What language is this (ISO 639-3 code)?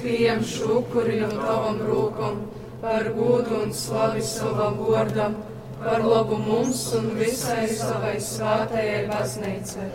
ltg